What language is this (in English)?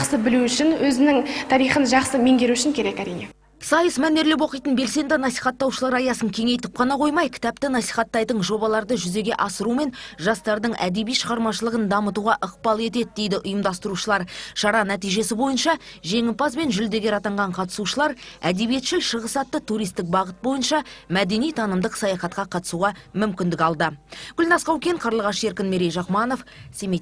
Kazakh